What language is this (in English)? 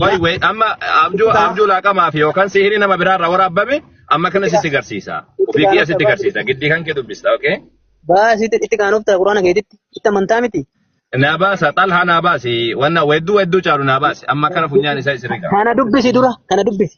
Oromo